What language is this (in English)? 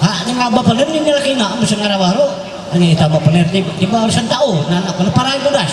Ma'anyan